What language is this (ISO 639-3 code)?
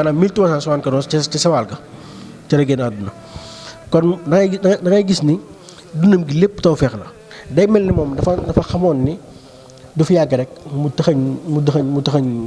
wol